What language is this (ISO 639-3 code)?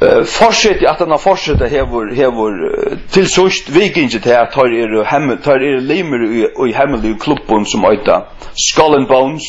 fao